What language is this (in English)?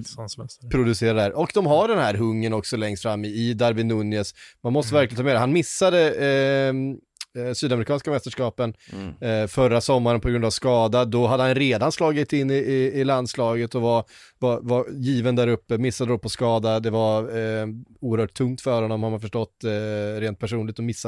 Swedish